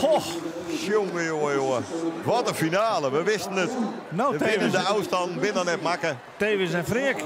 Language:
Western Frisian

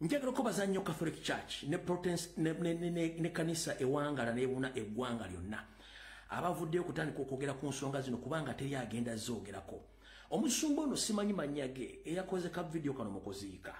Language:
Ganda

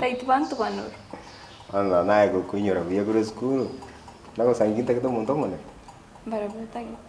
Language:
Gusii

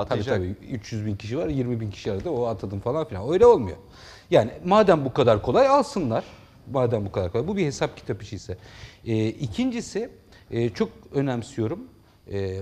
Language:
Turkish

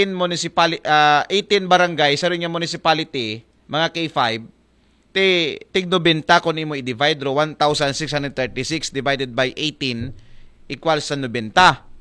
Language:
Aklanon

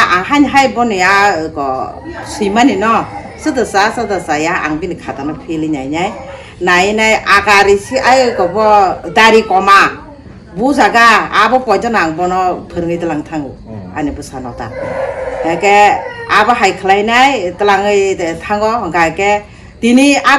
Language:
Kok Borok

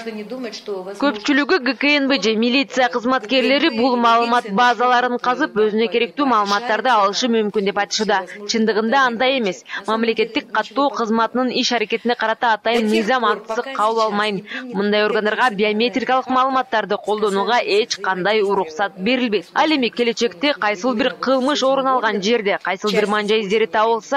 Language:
Kyrgyz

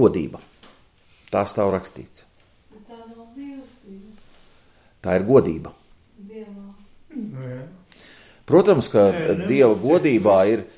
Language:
Latvian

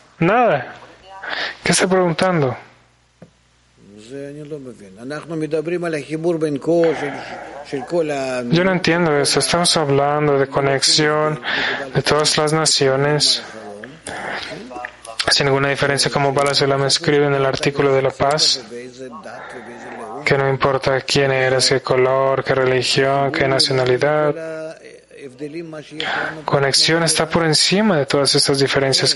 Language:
Spanish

